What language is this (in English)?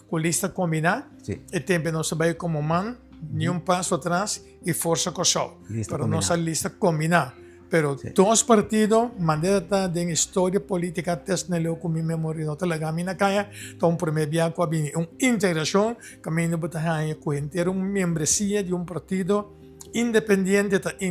Papiamento